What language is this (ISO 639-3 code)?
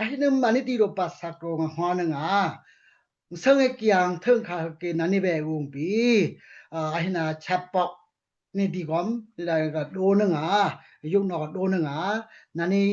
dao